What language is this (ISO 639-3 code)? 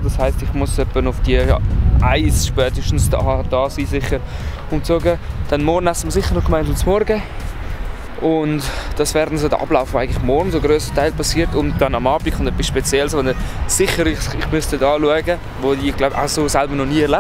gsw